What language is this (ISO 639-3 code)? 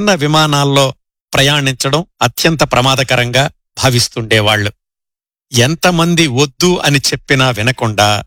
tel